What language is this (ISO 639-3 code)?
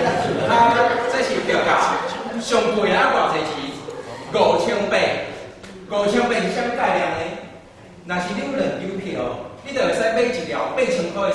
nan